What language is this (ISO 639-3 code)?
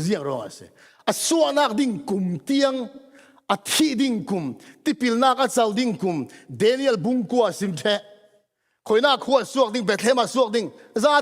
cfm